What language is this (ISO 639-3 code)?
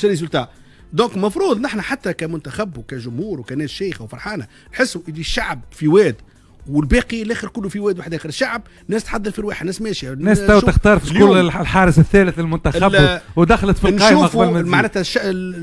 aeb